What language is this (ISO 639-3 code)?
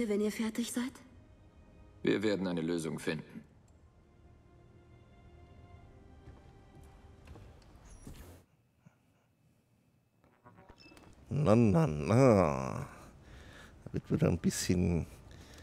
deu